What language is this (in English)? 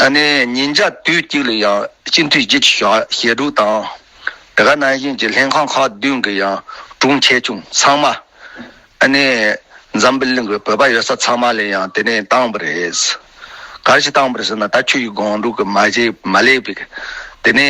Tibetan